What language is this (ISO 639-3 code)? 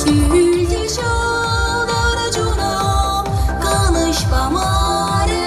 chv